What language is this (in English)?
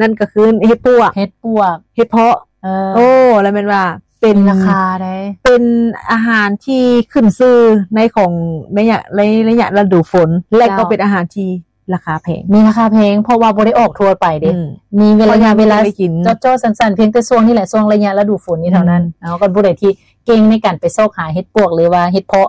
Lao